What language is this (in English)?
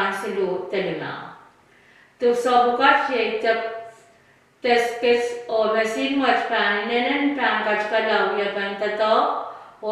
Pohnpeian